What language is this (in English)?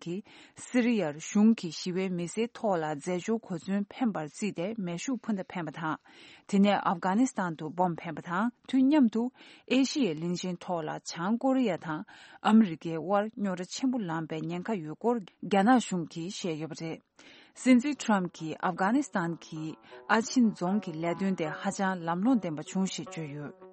Tibetan